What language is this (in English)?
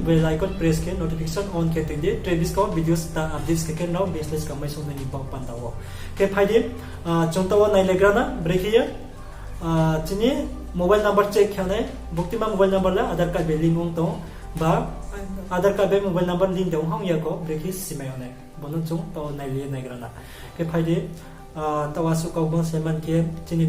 Riang (India)